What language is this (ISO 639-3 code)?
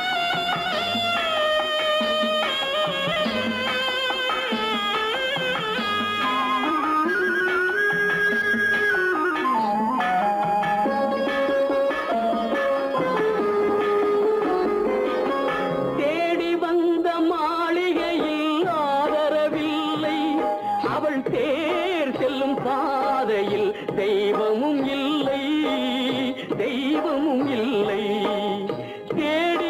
tam